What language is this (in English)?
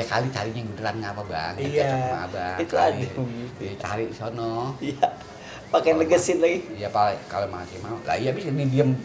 Betawi